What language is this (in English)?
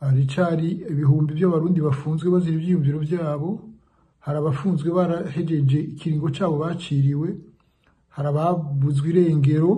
Rundi